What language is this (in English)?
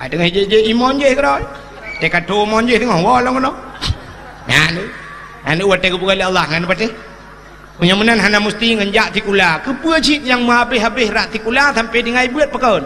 Achinese